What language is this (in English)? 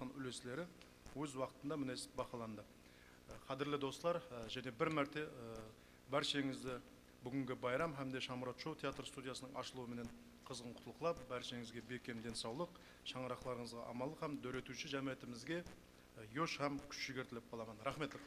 Kara-Kalpak